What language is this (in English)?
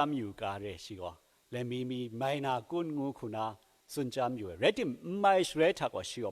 Kachin